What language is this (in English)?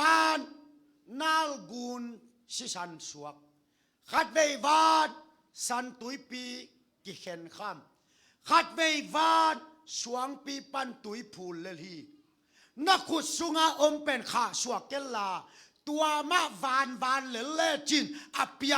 Tedim Chin